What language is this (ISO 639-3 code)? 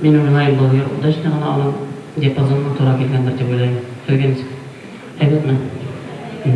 bak